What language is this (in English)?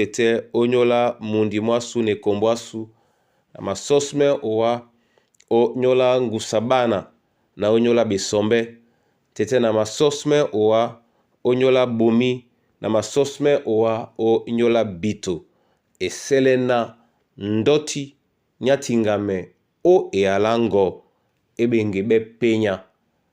Duala